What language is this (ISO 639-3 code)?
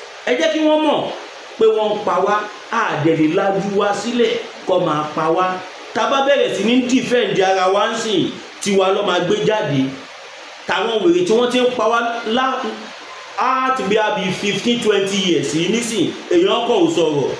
yor